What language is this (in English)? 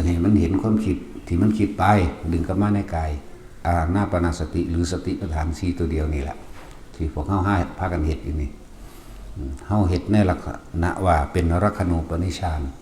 Northeastern Thai